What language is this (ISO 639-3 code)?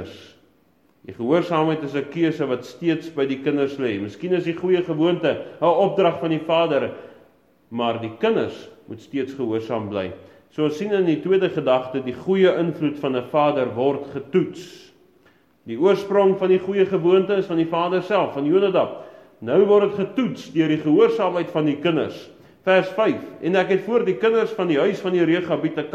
afr